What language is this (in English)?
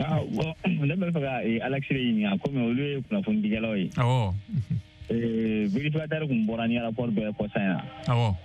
Bambara